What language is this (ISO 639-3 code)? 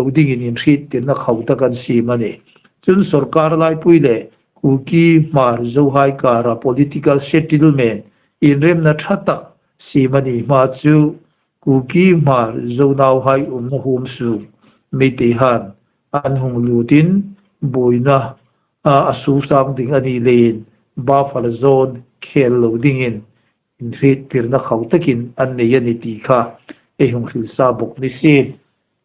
hmr